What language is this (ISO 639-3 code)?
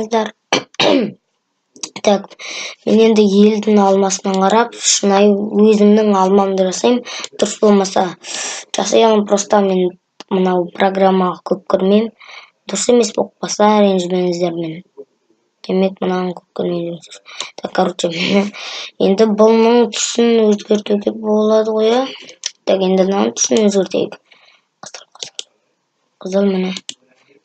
kaz